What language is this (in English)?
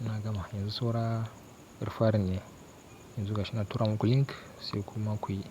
Hausa